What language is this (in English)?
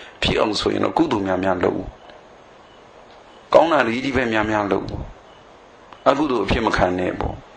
Burmese